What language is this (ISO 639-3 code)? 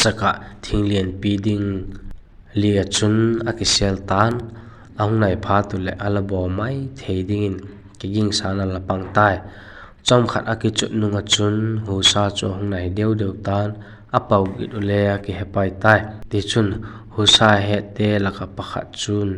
vap